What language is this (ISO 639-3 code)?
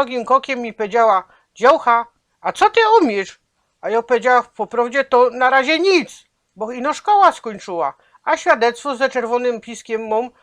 szl